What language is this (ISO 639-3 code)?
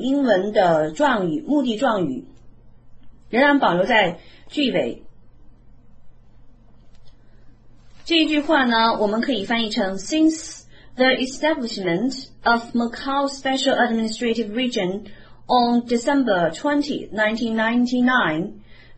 zho